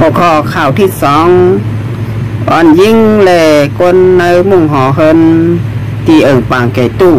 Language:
Shan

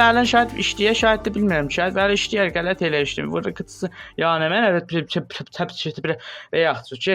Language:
South Azerbaijani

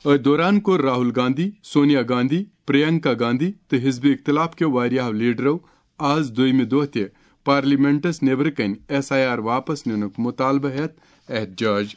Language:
Kashmiri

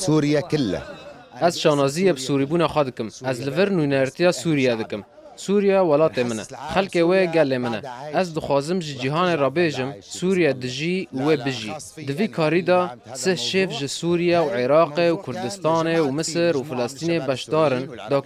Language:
Kurdish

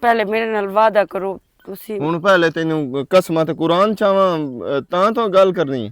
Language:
Western Panjabi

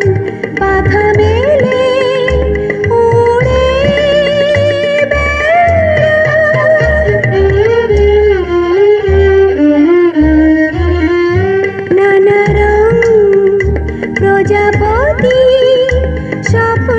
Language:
Bangla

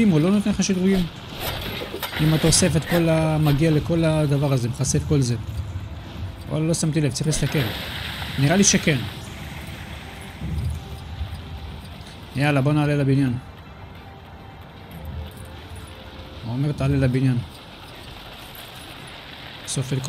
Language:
Hebrew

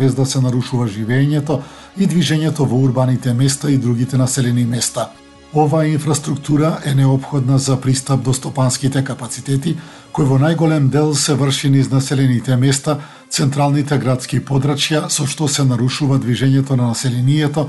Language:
Macedonian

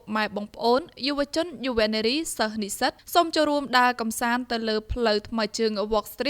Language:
Khmer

